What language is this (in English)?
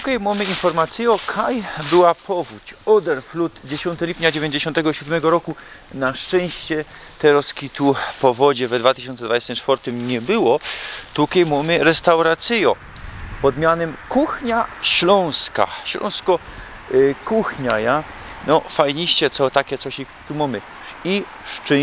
Silesian